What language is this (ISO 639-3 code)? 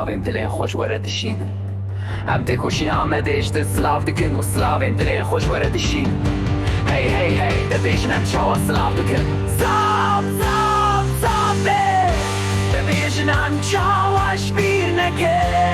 kur